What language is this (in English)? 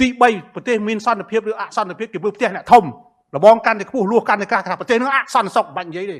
Khmer